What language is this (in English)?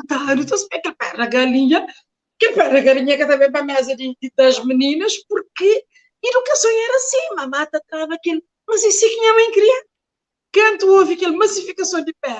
Kabuverdianu